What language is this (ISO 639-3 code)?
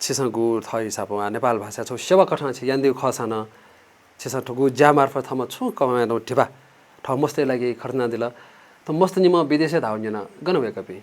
new